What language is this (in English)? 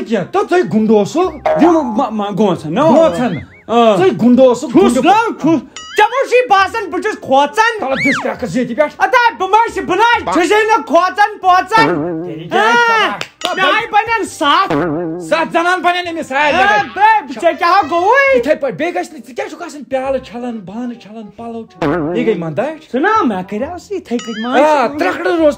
Kashmiri